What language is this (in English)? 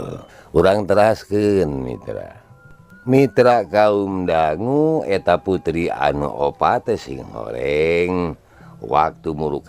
Sundanese